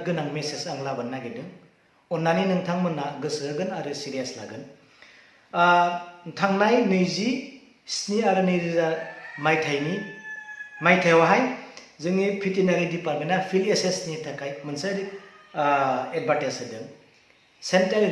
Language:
Bodo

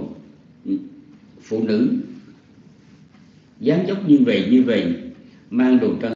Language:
Vietnamese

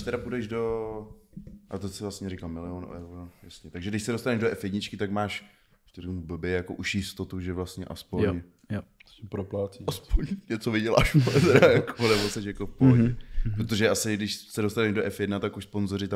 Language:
Czech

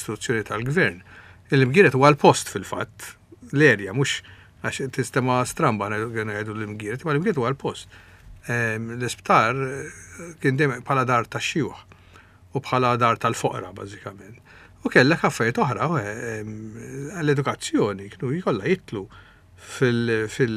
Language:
Maltese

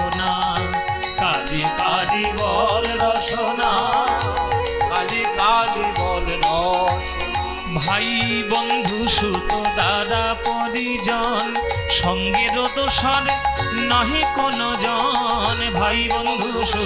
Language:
Bangla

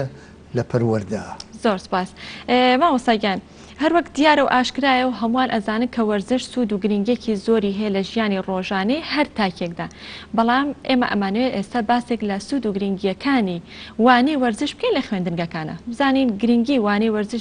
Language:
Central Kurdish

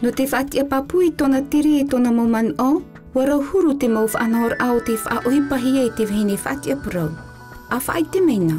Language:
Tahitian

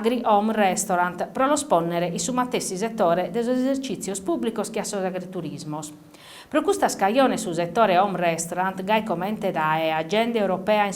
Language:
Sardinian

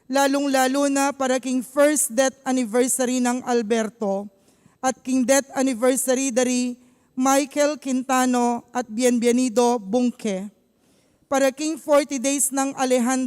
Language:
Pampanga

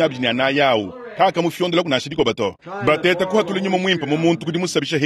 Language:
Luba-Lulua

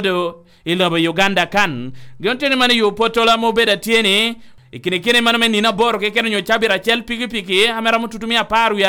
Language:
Lango (Uganda)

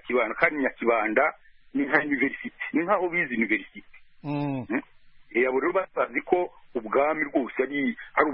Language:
Kinyarwanda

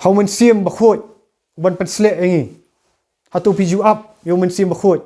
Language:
Khasi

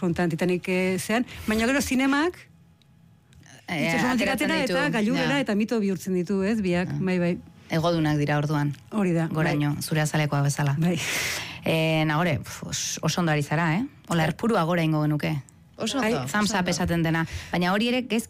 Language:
Basque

